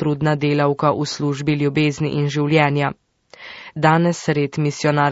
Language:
Slovenian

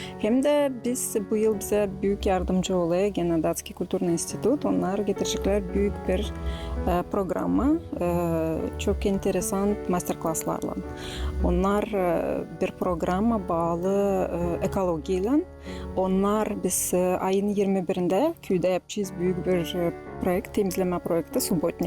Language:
Gagauz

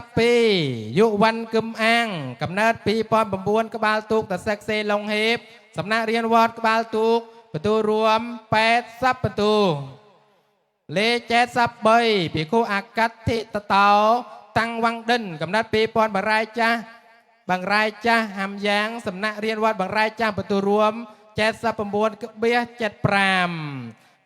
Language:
Khmer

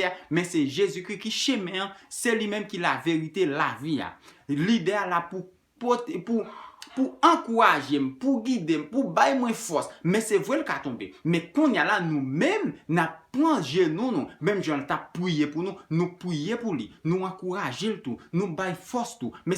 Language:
Haitian Creole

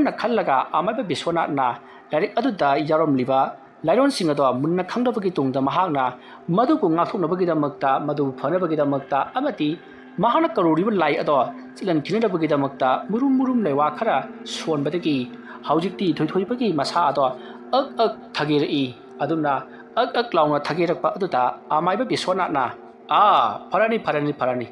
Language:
Manipuri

